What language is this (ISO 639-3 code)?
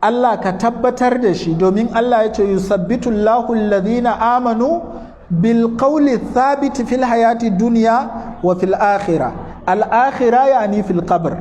hau